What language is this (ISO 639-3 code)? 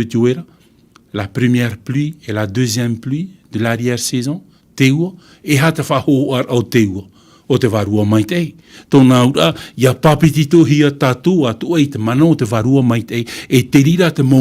tah